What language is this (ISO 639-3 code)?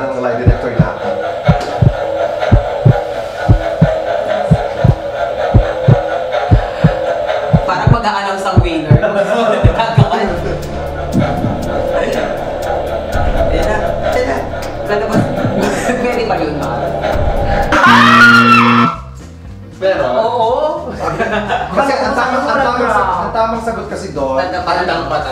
fil